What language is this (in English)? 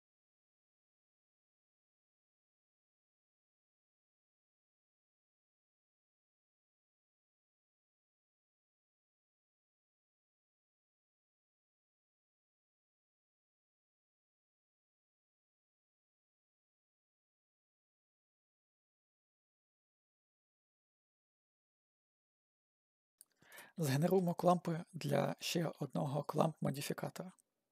Ukrainian